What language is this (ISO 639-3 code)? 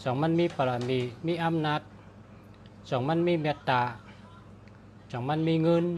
shn